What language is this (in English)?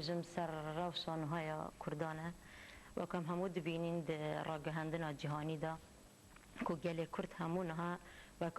Kurdish